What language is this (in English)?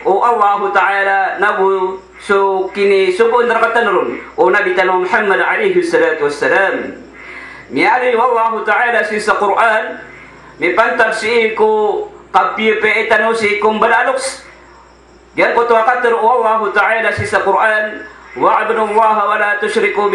Maranao